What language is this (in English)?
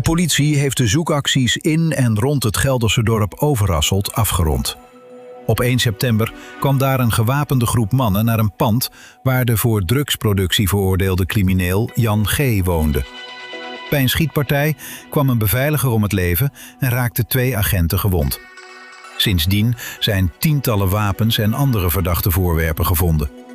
Dutch